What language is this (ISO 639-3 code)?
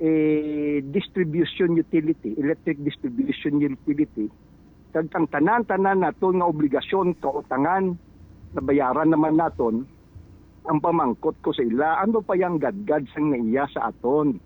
hil